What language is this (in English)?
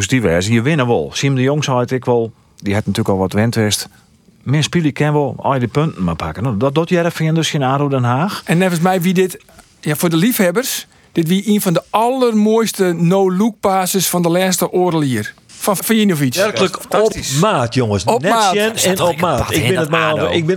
Western Frisian